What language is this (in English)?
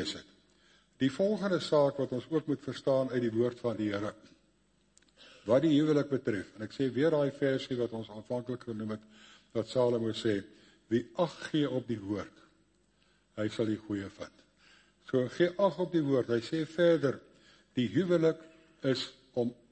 Afrikaans